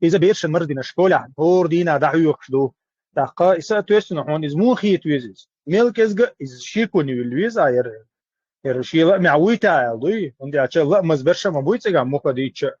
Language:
Chechen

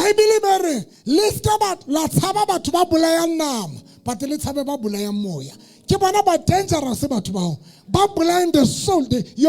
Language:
Southern Sotho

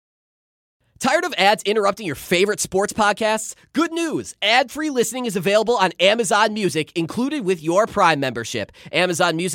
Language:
English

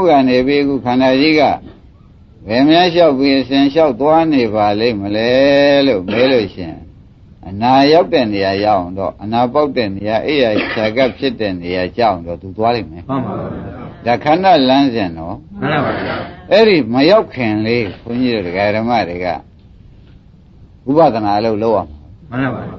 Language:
Burmese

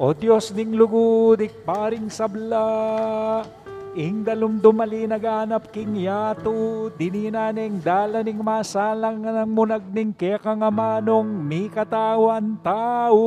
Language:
Pampanga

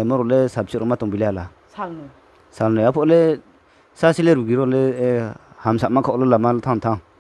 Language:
Riang (India)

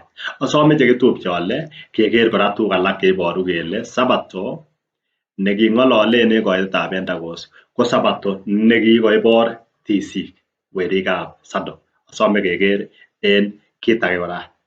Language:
Kalenjin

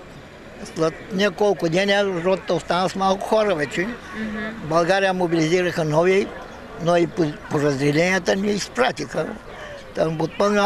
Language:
Bulgarian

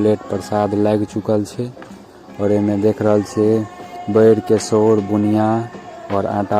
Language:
Maithili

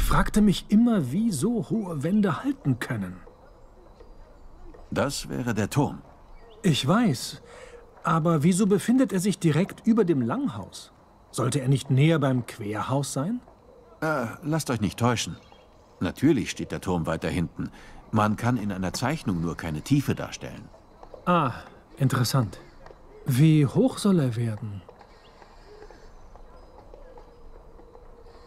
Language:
German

